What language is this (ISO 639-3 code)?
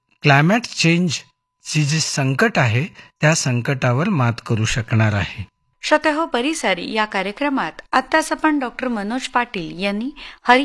mar